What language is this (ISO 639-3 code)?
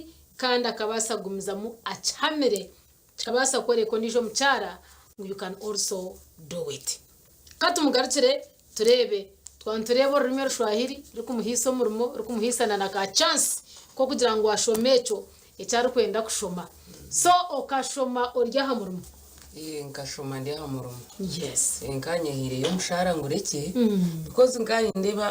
nyn